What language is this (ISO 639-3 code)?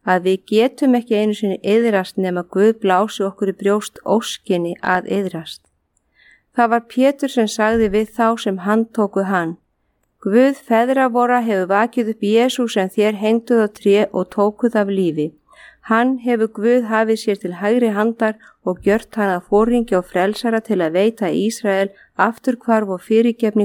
isl